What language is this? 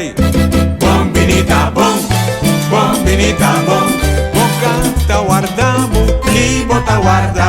Papiamento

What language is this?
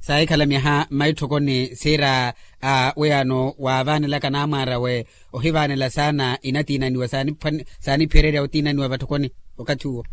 Makhuwa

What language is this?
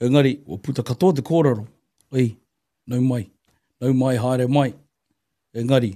Māori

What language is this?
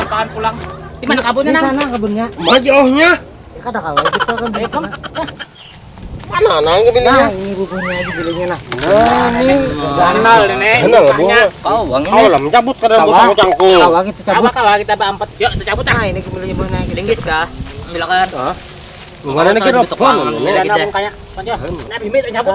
Banjar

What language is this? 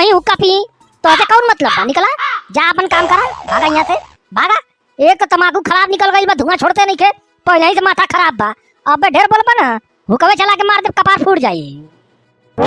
Bhojpuri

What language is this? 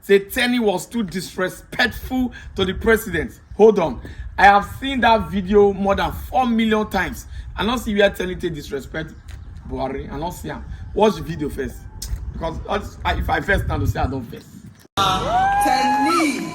Nigerian Pidgin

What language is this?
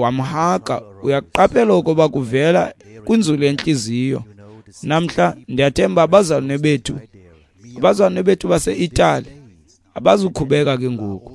Xhosa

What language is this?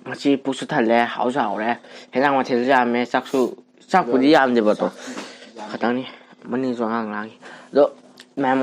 Manipuri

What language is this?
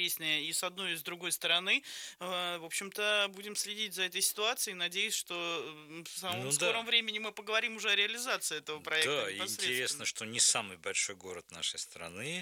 Russian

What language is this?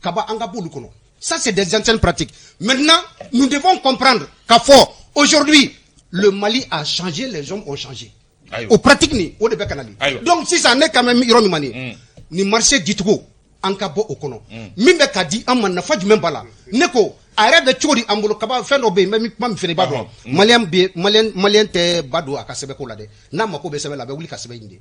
Bambara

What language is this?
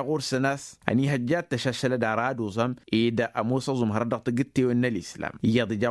Tamasheq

